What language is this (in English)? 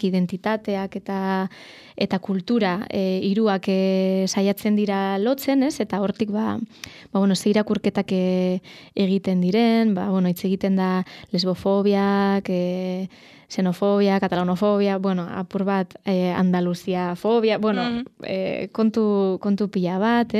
Basque